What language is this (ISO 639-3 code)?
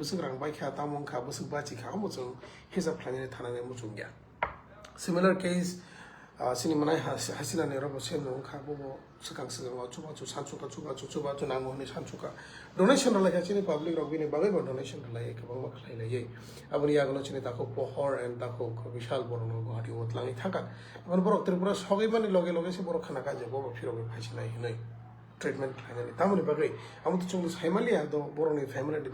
trp